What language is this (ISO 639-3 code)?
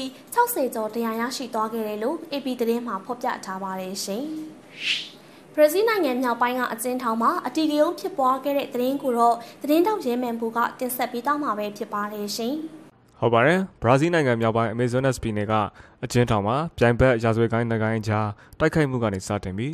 mya